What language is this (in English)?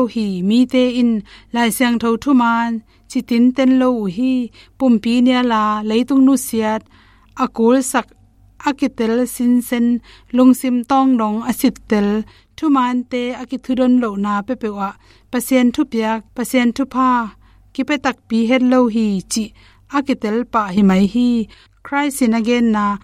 Tedim Chin